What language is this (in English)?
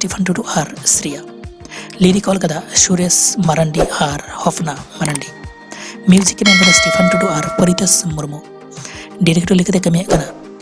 Santali